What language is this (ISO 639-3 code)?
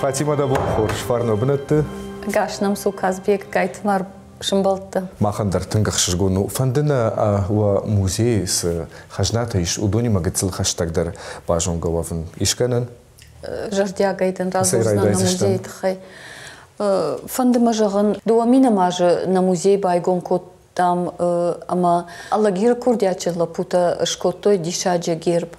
oss